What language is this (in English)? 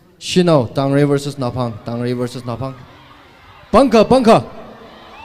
Tangkhul Naga (India)